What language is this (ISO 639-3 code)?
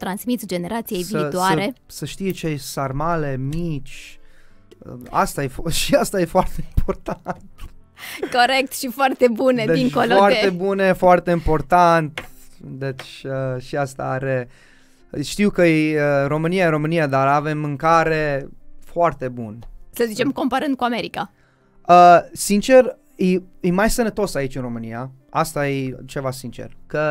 ron